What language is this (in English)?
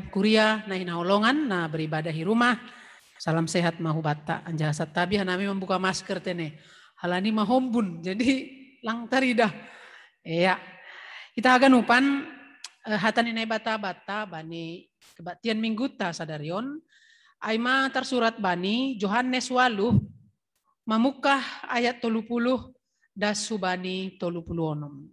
Batak Simalungun